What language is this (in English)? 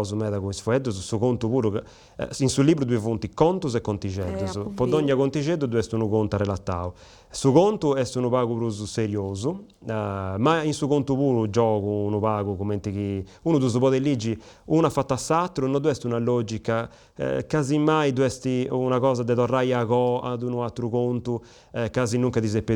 Sardinian